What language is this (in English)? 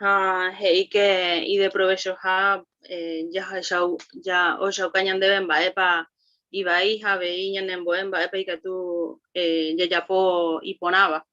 Guarani